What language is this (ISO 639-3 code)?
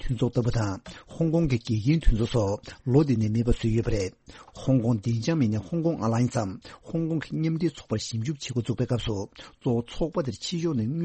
bod